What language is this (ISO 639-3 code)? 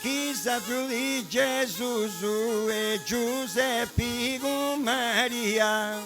srd